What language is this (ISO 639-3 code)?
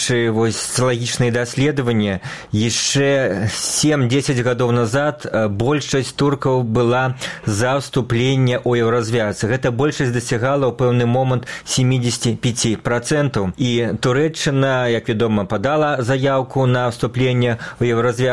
bel